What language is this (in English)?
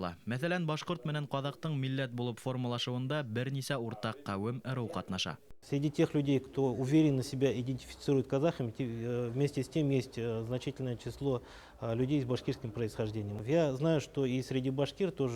Bashkir